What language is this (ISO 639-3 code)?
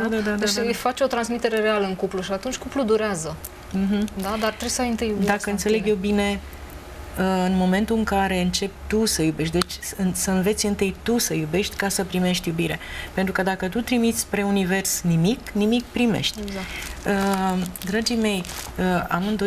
ron